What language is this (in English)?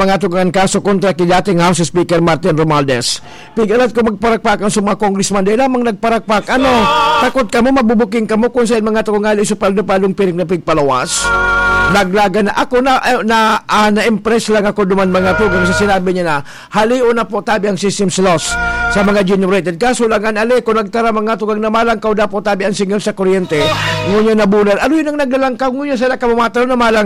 Bikol